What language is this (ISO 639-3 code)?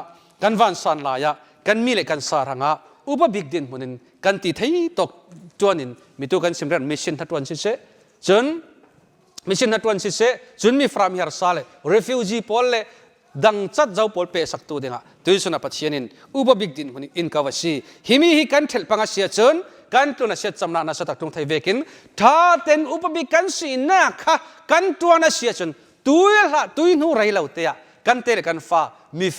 cfm